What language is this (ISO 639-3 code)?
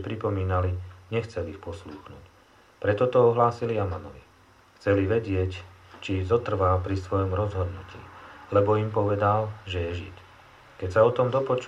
slk